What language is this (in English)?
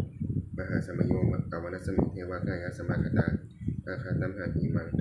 Pali